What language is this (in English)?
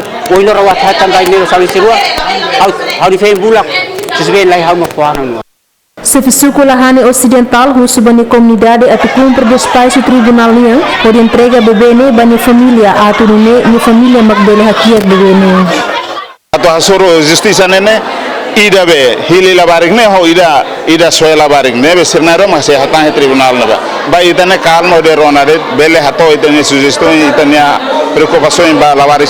Tetum